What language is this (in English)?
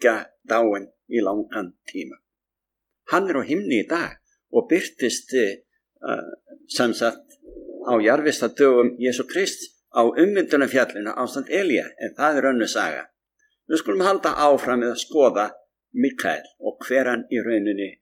Icelandic